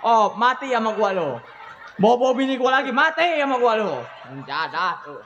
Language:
Betawi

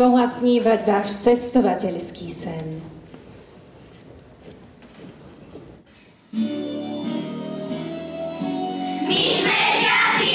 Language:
Slovak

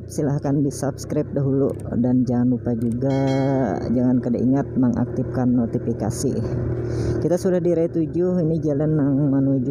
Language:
Banjar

